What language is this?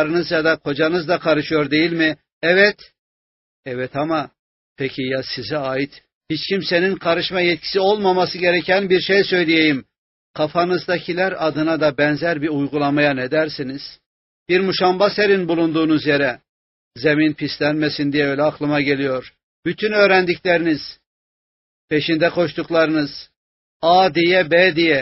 Turkish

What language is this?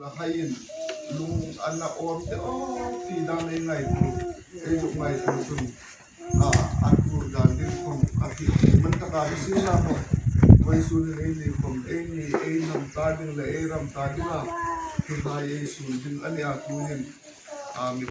Hmar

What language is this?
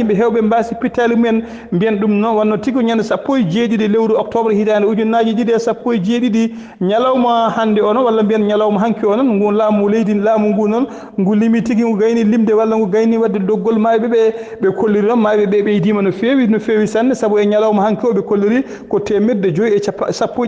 Fula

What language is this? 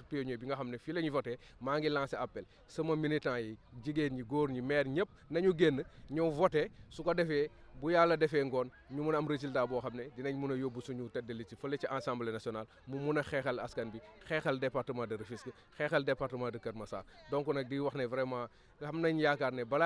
Wolof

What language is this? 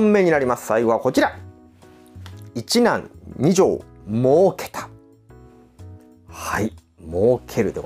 Japanese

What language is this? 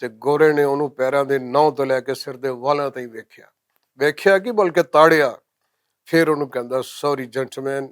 Western Panjabi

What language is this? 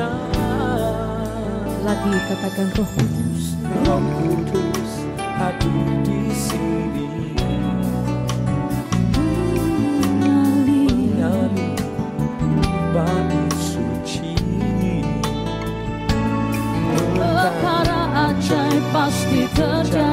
Indonesian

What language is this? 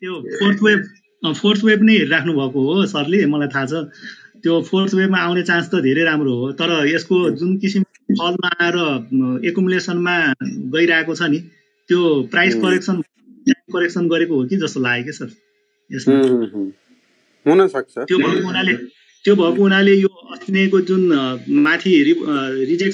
Nepali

